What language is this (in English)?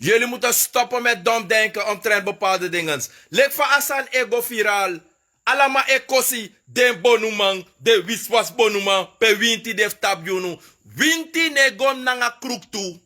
Sranan Tongo